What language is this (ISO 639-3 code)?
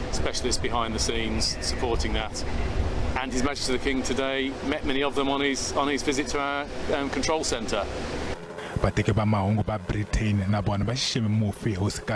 tso